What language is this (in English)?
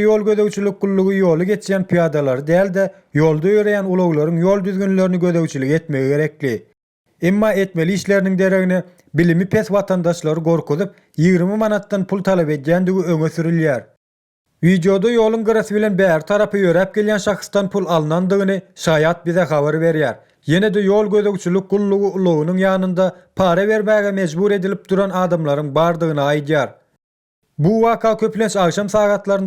Turkmen